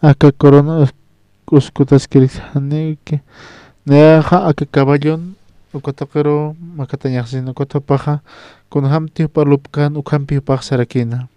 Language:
Aymara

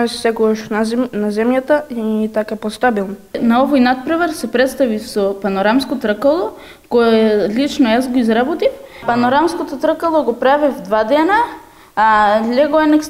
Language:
Macedonian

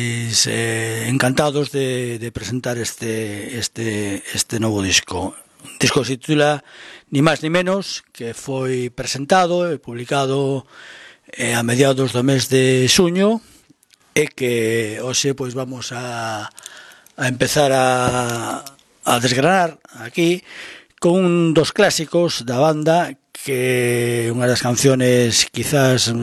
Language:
Galician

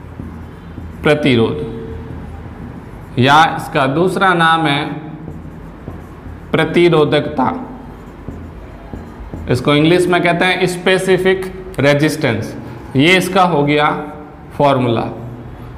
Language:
Hindi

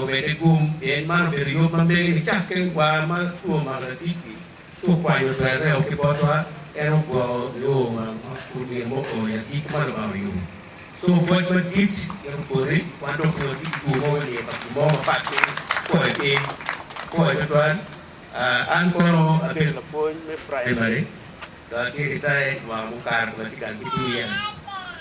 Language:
Acoli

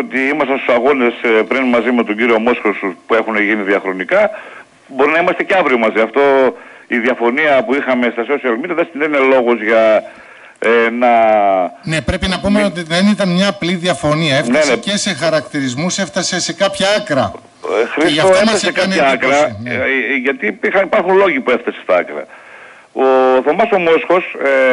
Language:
Greek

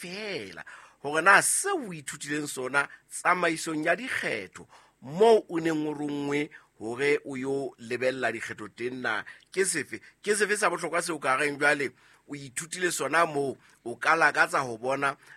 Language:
Southern Sotho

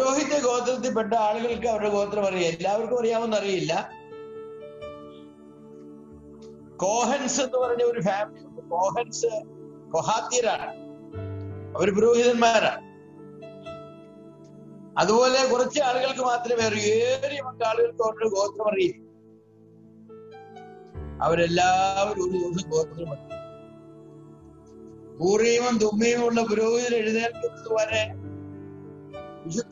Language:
Malayalam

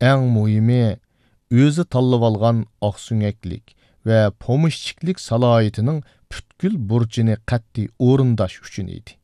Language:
Uyghur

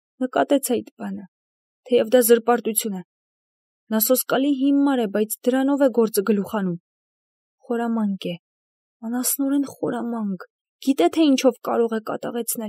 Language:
Armenian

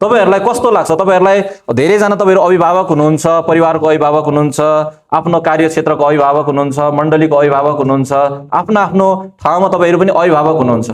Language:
Nepali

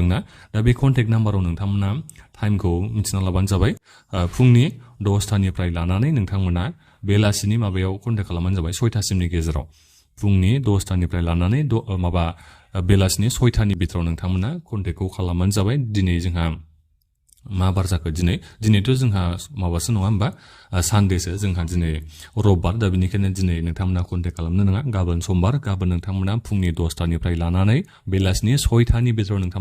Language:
Bodo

